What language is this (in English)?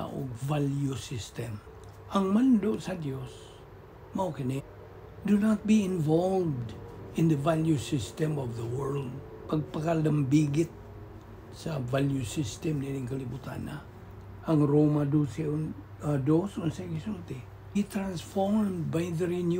Cebuano